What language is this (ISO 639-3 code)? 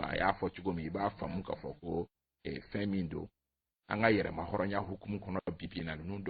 bam